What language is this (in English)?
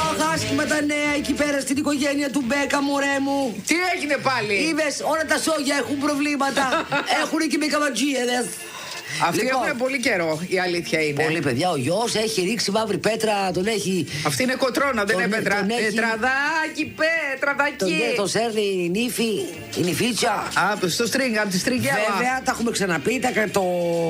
Greek